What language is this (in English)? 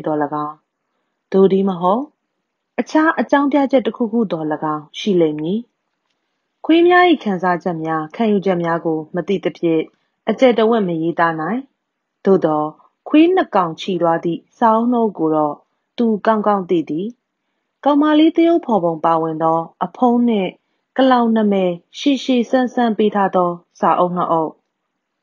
Burmese